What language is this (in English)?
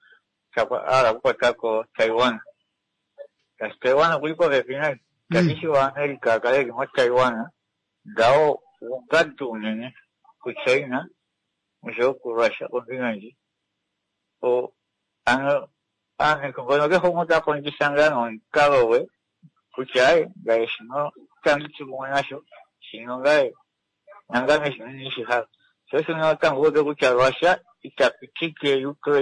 Swahili